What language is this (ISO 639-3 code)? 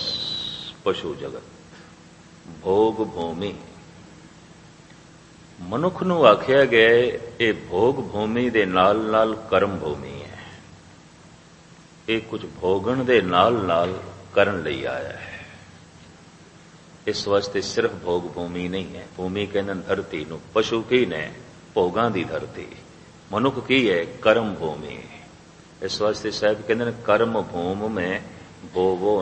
pan